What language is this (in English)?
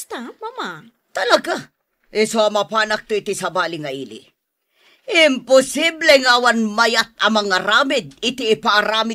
Iloko